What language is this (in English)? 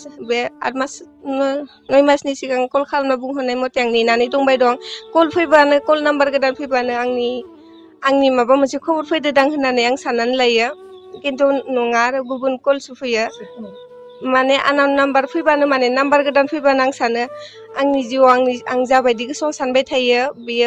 Bodo